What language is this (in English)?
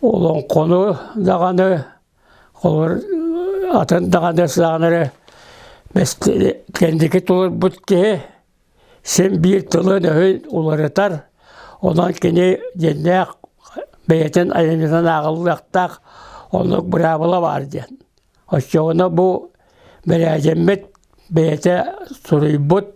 Yakut